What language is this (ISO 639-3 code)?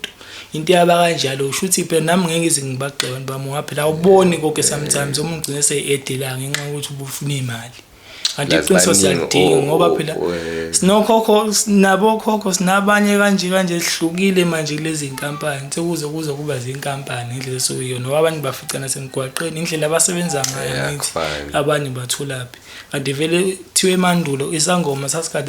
zul